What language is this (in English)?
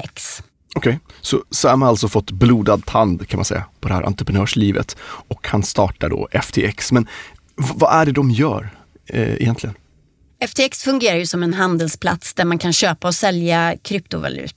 Swedish